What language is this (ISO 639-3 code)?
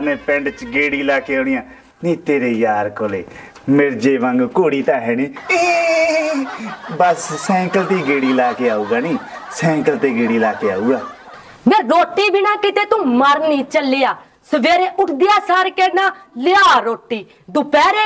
pan